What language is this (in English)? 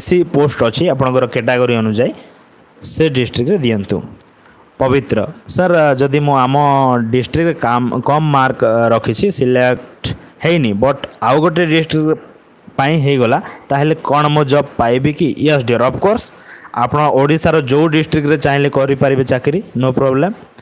Odia